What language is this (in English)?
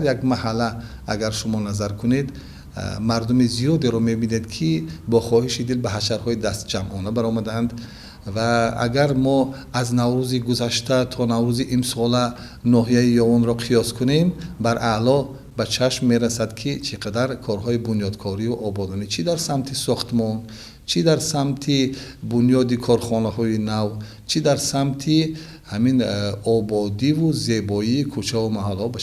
Tajik